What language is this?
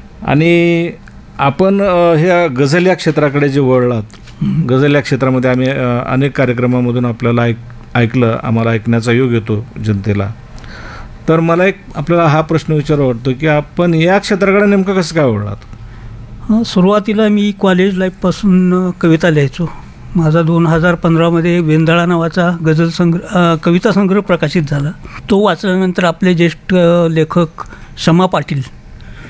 Marathi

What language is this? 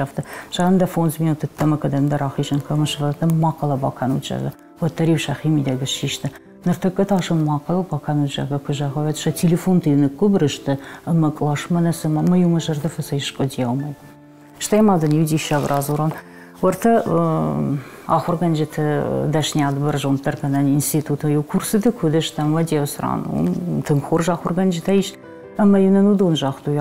Ossetic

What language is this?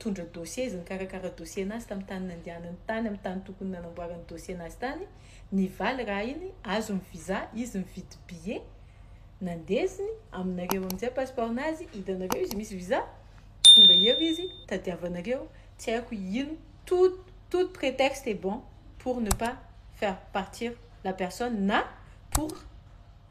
Malagasy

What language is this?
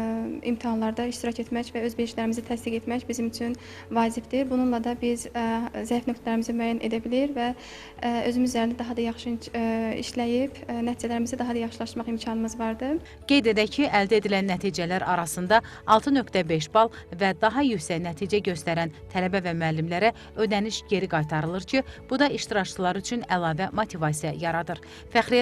Azerbaijani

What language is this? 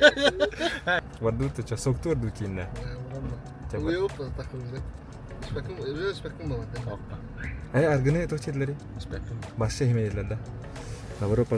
Yakut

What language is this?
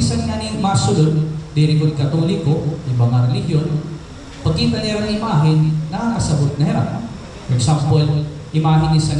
Waray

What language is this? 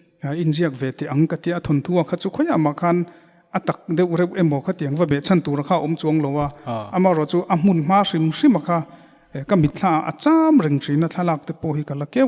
Mizo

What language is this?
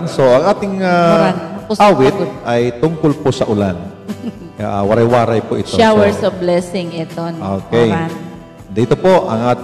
Waray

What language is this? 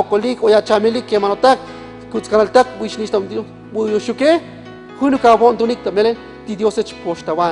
Tzotzil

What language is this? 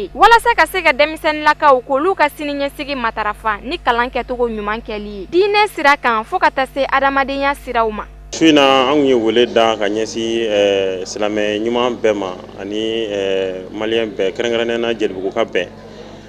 Bambara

